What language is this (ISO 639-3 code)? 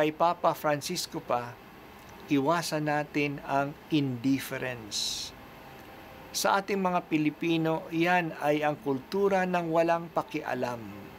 fil